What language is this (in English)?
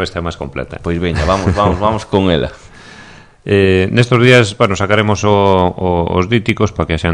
Galician